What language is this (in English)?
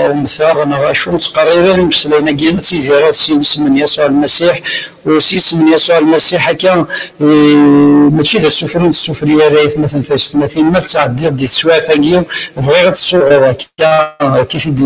Kabyle